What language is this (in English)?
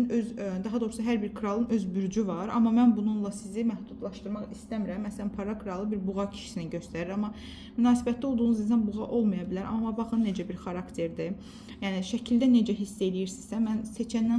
Azerbaijani